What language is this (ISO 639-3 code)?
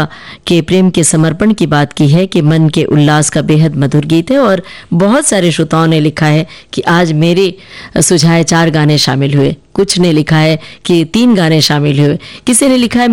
hin